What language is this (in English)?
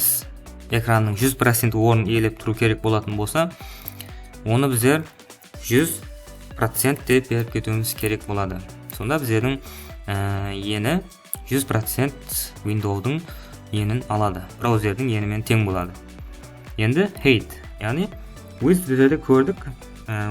Kara-Kalpak